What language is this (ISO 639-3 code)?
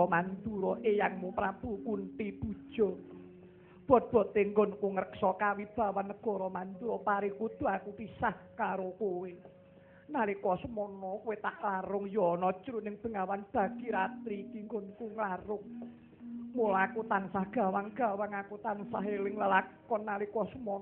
jav